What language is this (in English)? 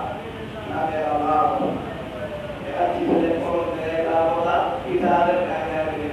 Pular